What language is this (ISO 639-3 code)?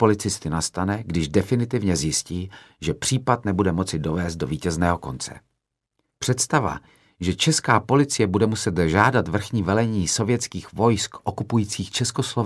ces